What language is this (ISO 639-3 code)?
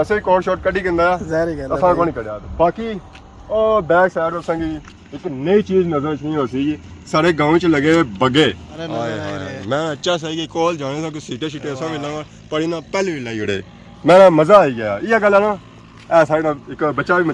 phr